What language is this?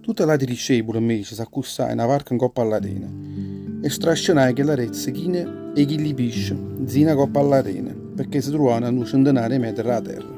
Neapolitan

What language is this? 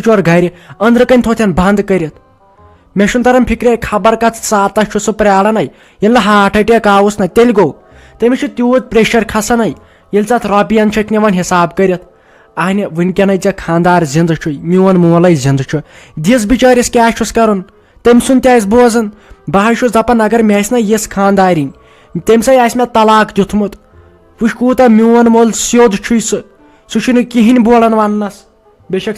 Kashmiri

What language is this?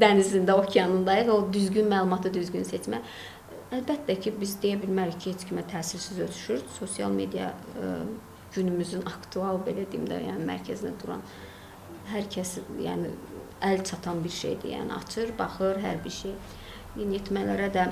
Azerbaijani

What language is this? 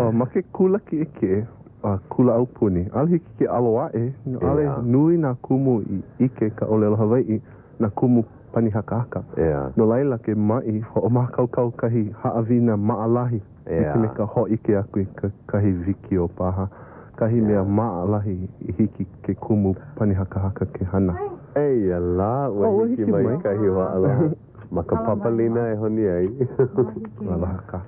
Hawaiian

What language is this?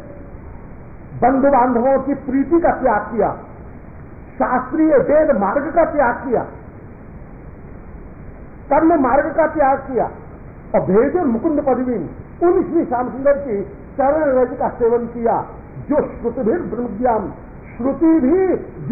Hindi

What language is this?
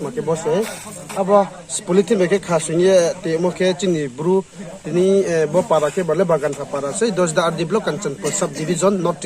Riang (India)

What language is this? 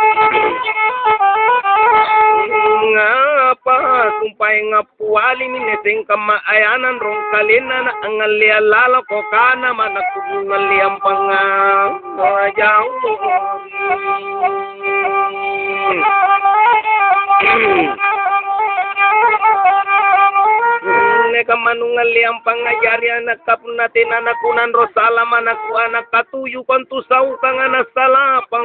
Makasar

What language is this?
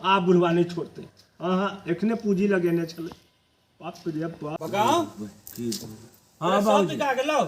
Maithili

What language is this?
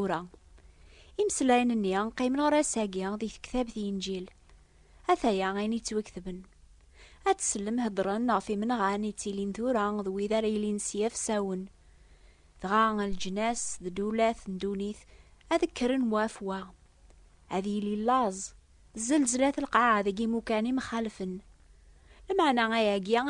Kabyle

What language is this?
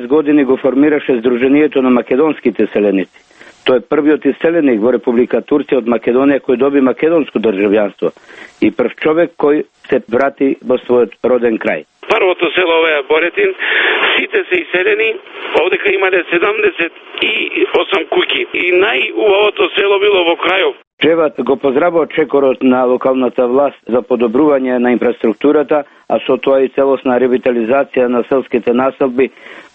Macedonian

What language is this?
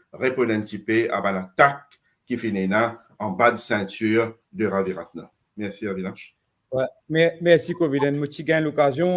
Morisyen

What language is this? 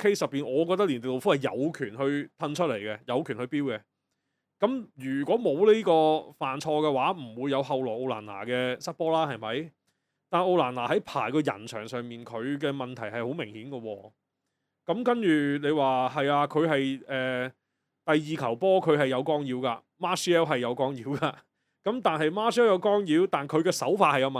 Cantonese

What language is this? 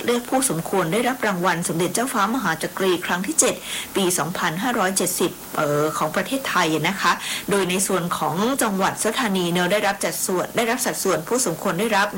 Thai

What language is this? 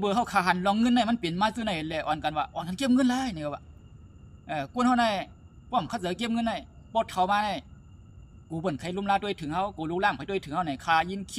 Shan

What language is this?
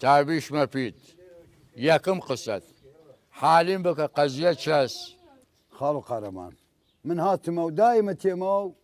Southern Kurdish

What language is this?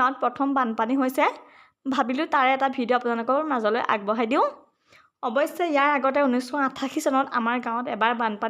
Assamese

